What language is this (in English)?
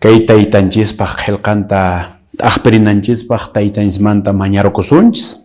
Quechua